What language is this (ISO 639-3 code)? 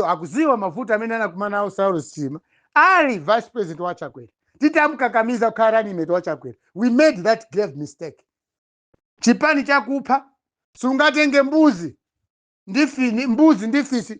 nya